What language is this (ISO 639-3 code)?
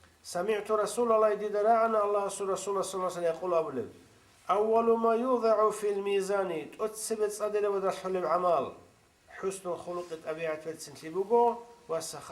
ava